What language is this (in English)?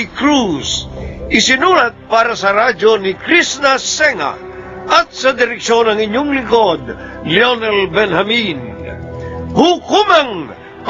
Filipino